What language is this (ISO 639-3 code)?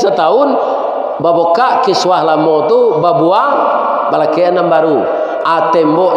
min